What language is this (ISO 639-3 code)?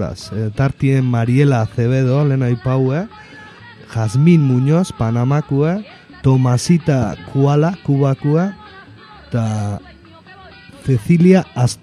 eus